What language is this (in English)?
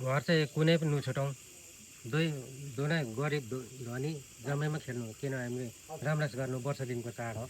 Nepali